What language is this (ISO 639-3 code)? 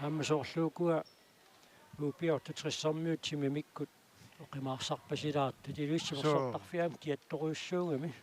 kal